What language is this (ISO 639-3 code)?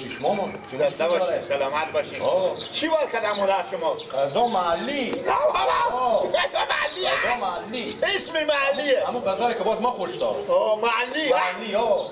fas